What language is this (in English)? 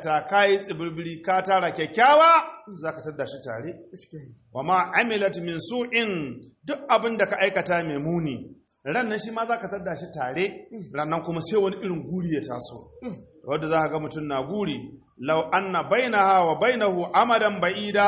Hausa